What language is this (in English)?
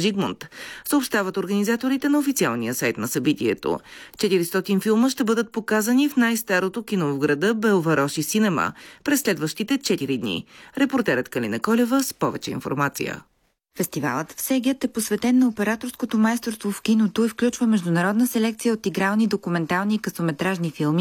Bulgarian